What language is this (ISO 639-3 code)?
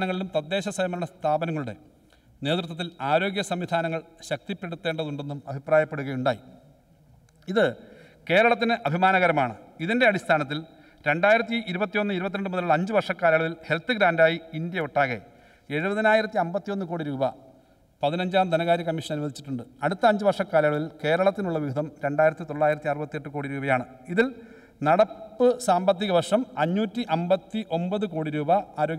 mal